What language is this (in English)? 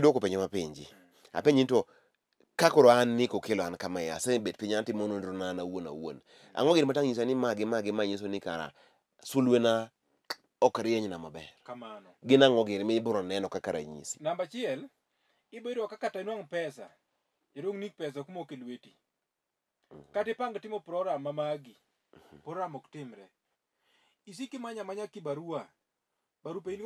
Luo (Kenya and Tanzania)